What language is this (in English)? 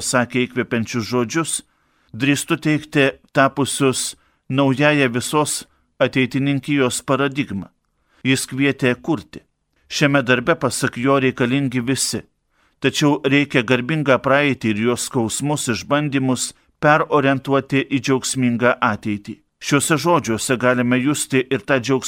Lithuanian